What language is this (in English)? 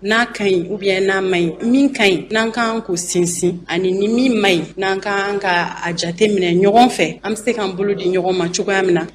Bambara